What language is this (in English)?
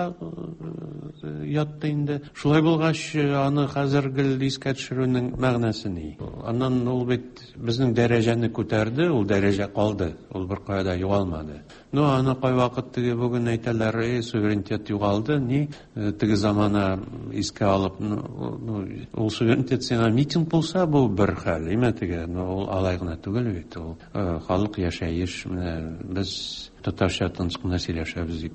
Tatar